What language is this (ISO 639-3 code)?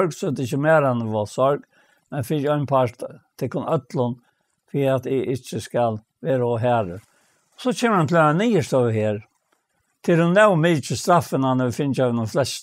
fao